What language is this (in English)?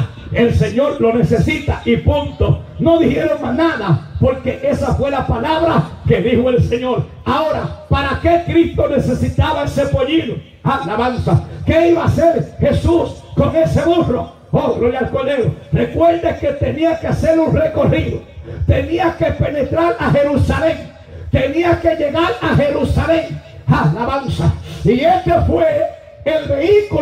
Spanish